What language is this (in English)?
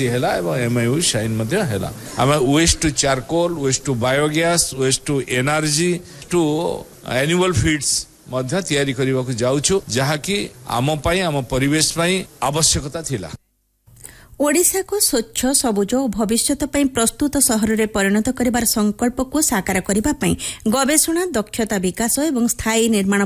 Odia